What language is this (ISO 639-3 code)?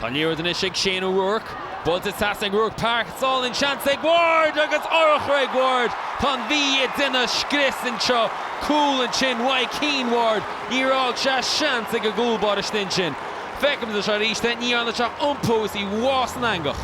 gle